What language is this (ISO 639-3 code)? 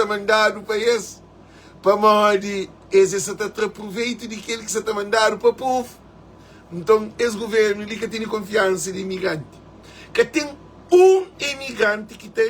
kea